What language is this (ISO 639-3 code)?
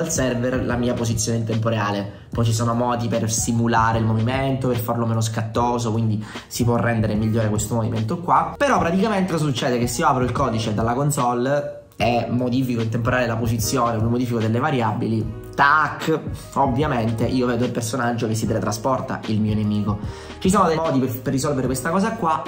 ita